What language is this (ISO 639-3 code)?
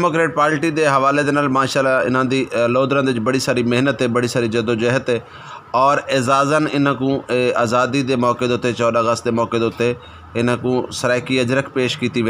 skr